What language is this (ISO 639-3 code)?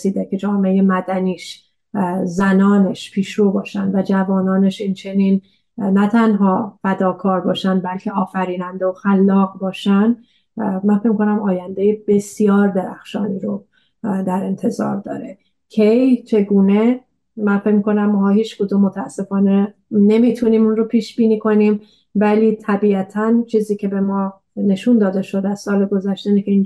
fas